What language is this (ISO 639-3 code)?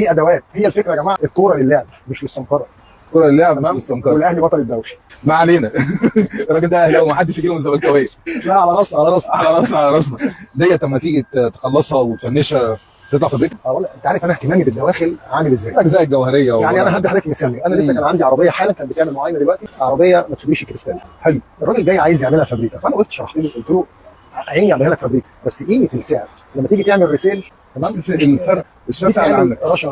arz